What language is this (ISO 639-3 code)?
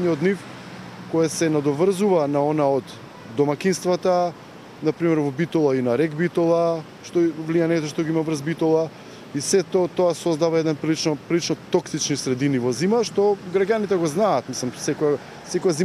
mkd